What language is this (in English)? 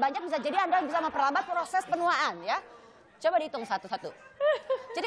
Indonesian